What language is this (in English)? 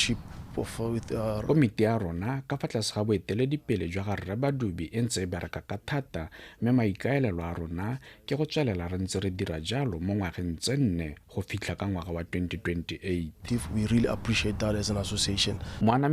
Tswana